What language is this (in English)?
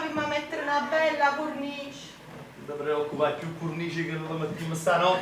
Neapolitan